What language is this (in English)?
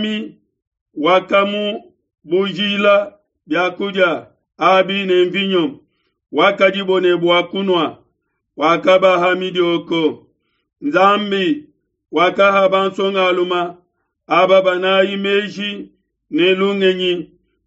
Luba-Lulua